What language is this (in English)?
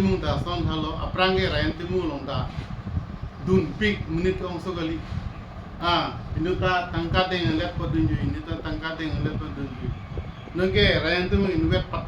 Karbi